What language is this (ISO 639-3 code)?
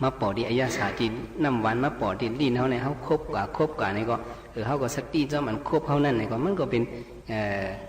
shn